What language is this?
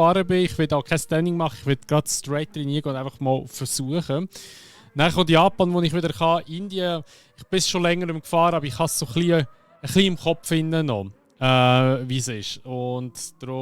Swiss German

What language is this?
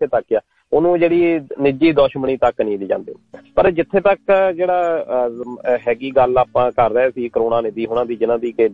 Punjabi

